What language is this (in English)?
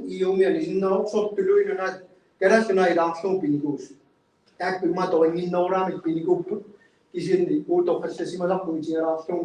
Kalaallisut